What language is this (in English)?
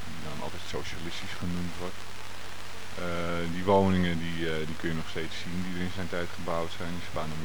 Dutch